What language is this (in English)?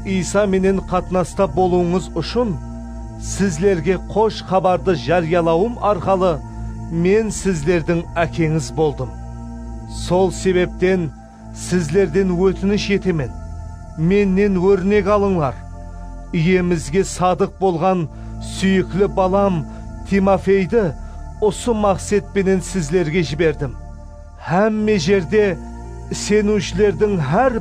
Kara-Kalpak